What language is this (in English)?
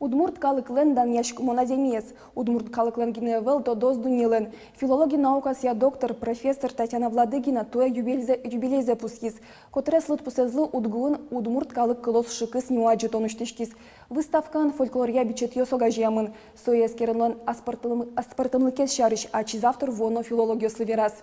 Udmurt